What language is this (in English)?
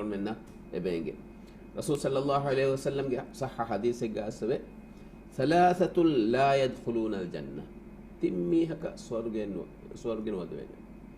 Divehi